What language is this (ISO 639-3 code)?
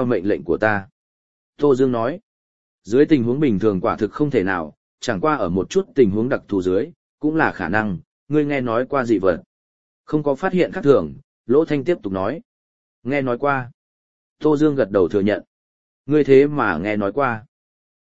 vie